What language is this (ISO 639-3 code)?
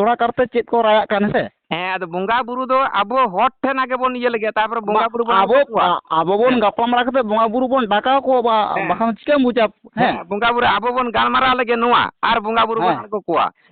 sat